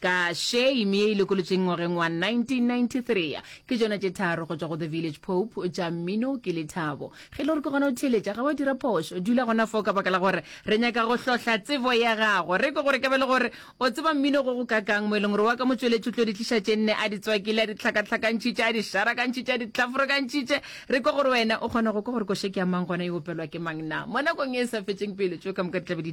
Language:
Northern Sotho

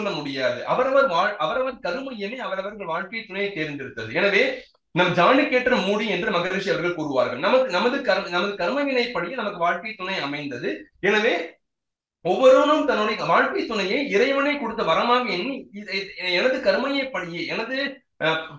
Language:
Tamil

